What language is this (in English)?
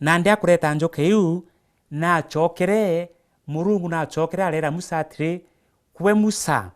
Meru